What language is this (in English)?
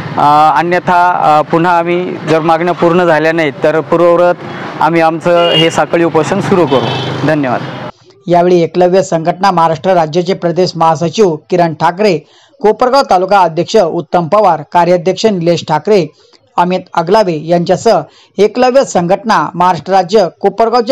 Marathi